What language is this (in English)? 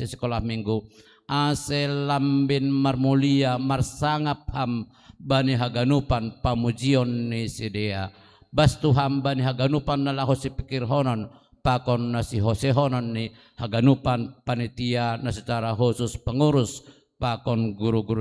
Batak Simalungun